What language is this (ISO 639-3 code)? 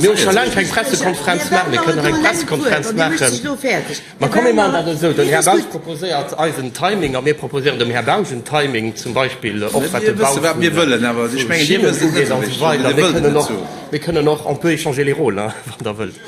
ltz